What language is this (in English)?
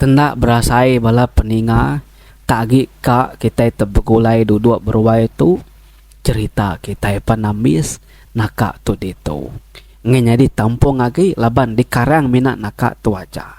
Iban